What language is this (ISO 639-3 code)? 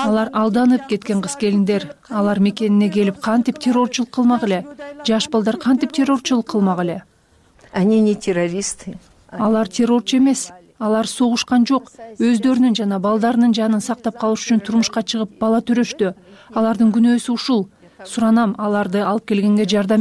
kir